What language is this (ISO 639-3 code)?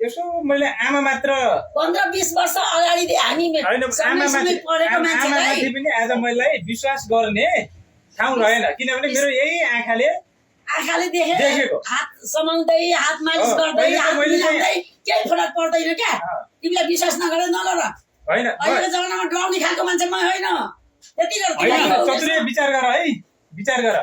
nep